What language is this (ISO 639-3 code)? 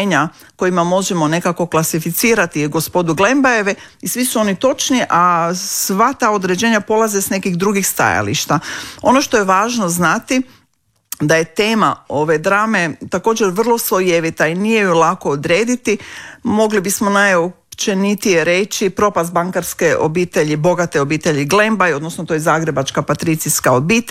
hrv